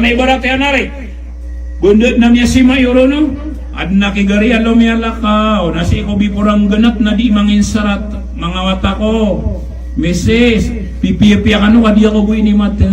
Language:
Maranao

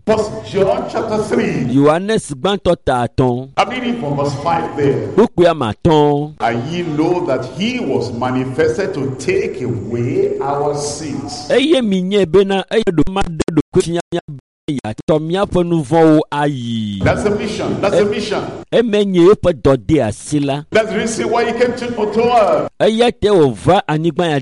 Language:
Ewe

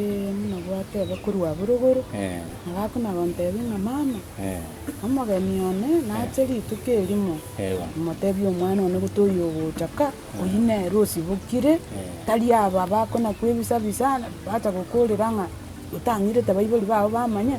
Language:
Gusii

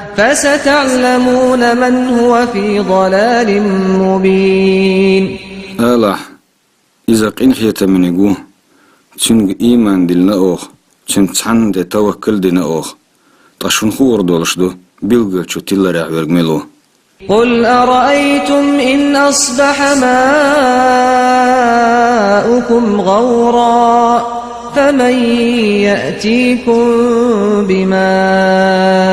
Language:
Chechen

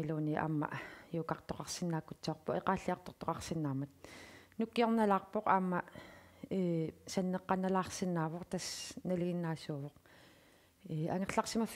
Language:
Kalaallisut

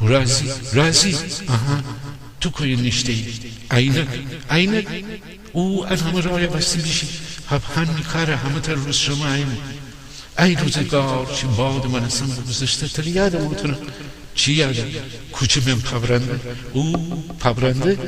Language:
Gilaki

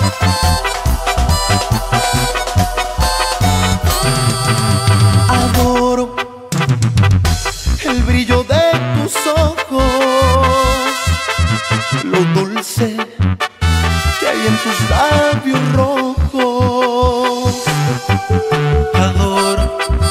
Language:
Spanish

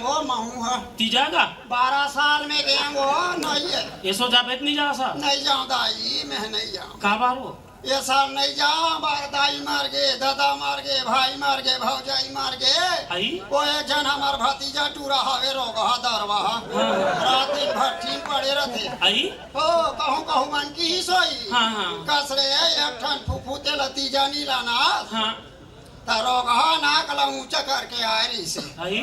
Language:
Chhattisgarhi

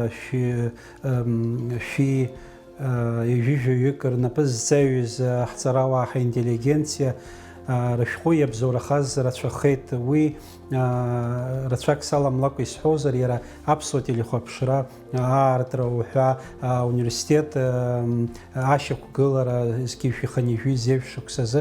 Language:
Abkhazian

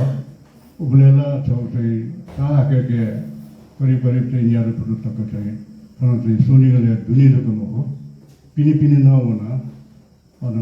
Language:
Newari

